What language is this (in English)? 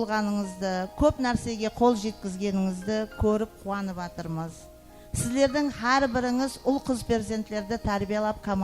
Kara-Kalpak